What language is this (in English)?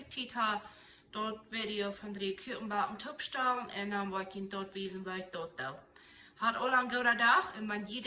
Plautdietsch